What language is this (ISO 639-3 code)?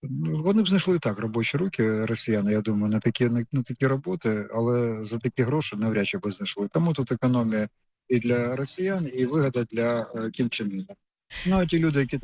ukr